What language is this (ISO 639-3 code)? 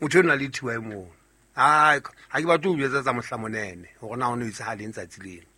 sot